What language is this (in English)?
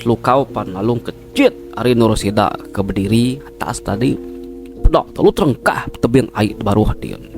Iban